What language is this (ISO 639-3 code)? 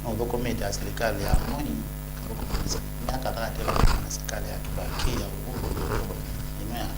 kam